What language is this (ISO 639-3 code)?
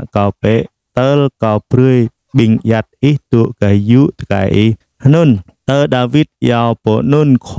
jra